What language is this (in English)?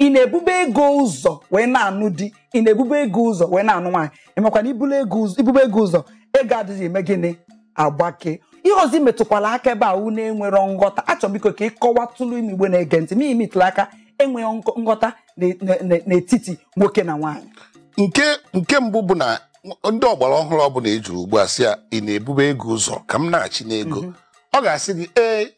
Igbo